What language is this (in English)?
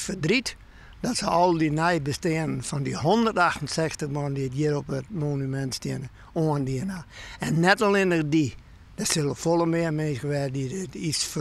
Western Frisian